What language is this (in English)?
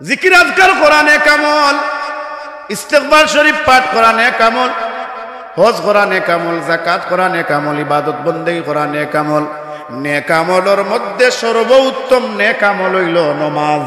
Sylheti